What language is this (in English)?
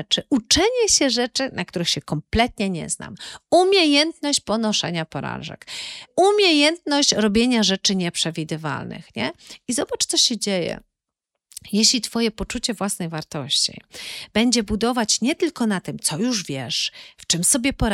Polish